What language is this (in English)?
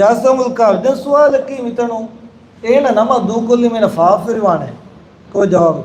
Divehi